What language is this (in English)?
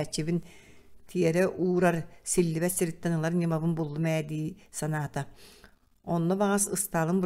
Yakut